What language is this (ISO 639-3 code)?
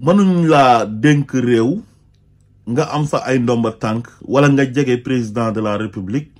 wol